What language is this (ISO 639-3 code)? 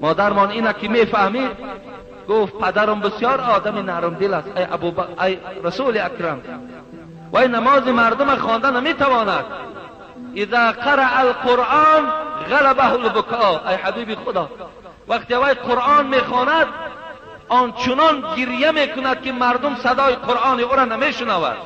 tgk